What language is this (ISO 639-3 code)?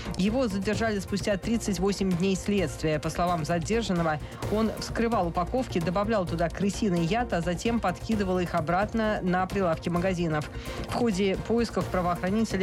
rus